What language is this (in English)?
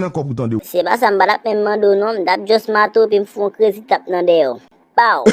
Haitian Creole